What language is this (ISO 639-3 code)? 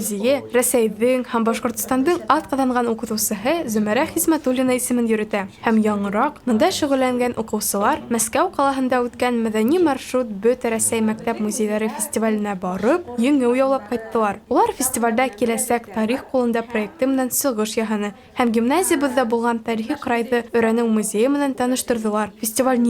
bak